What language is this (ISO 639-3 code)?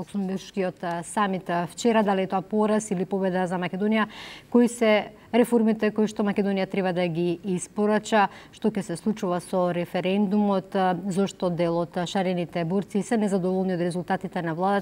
mkd